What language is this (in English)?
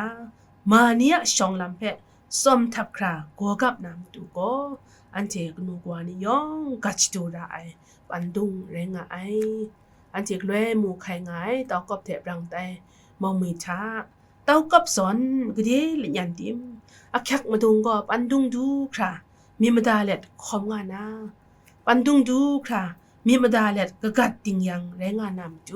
Kachin